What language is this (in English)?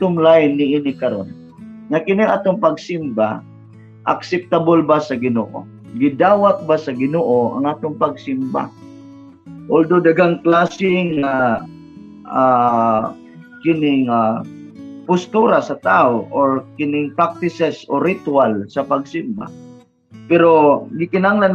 Cebuano